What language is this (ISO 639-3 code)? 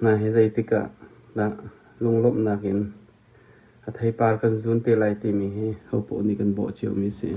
cnh